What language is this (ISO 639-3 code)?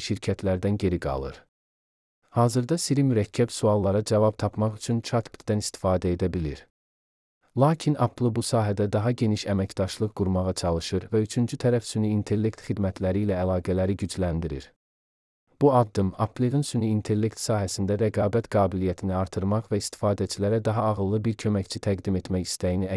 aze